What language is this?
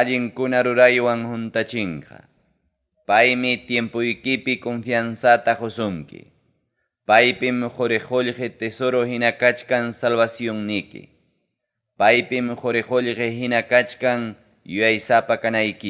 Ayacucho Quechua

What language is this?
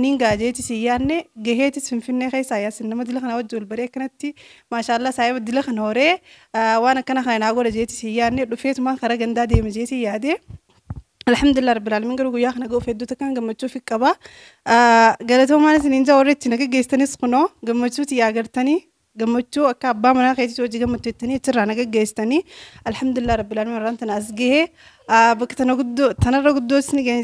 Oromo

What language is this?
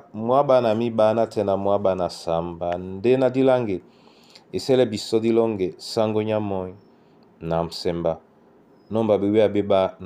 Duala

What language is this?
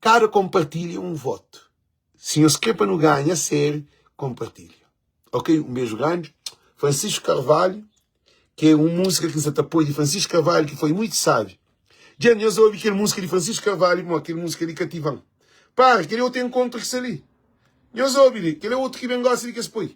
Kabuverdianu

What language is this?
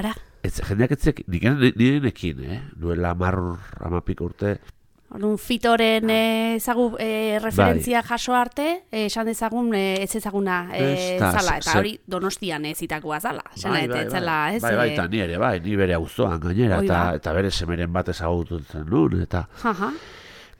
Basque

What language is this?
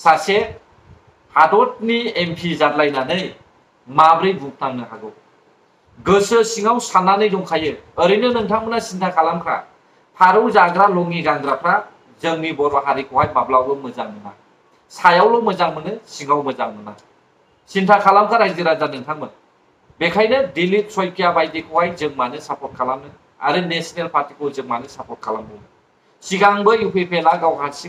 Bodo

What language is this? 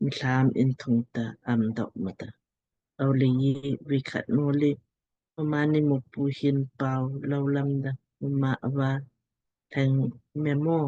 Lamkang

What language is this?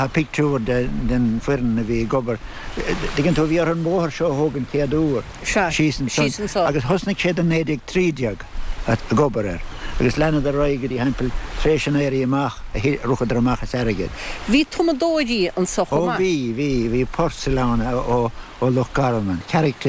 Irish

